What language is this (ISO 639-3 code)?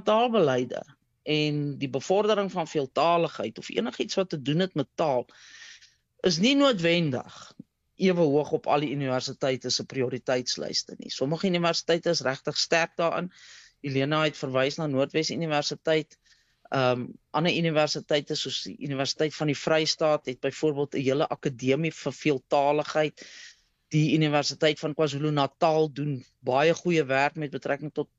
afr